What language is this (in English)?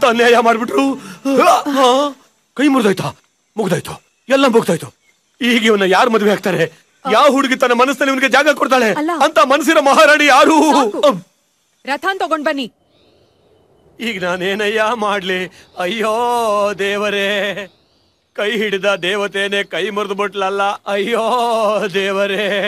Kannada